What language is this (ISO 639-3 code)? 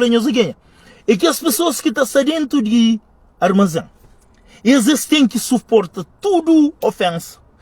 kea